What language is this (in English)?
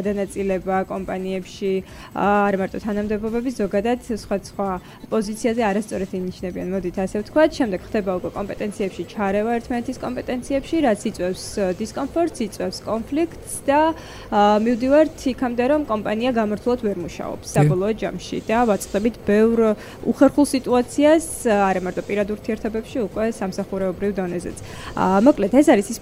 Georgian